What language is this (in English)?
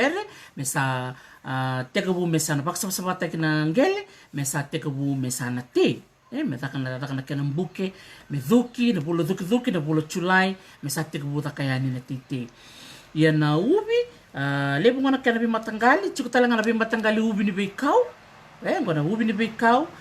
Fijian